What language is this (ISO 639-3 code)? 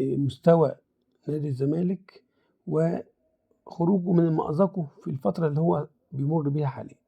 arz